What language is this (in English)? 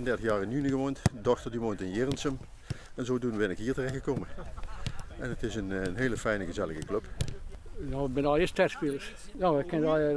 Western Frisian